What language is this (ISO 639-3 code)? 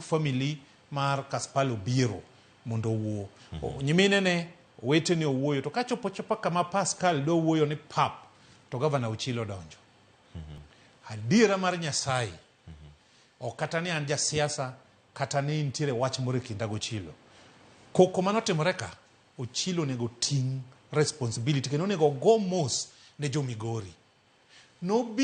luo